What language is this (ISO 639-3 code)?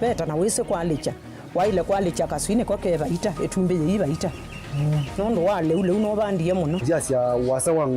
kam